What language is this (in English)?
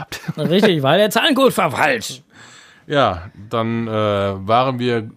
German